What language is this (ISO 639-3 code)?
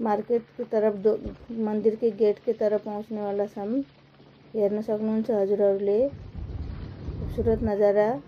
nep